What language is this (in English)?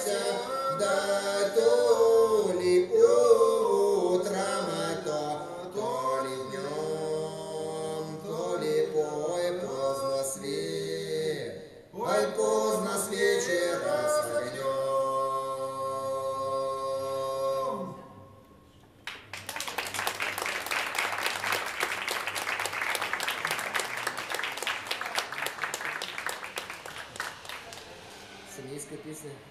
Russian